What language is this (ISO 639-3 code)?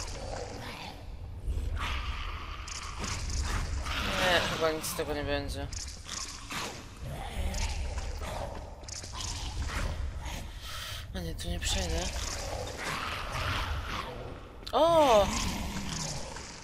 pol